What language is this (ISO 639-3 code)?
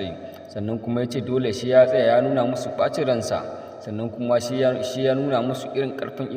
hau